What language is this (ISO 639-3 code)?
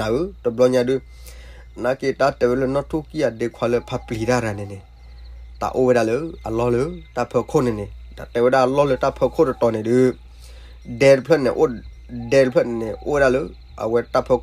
ksw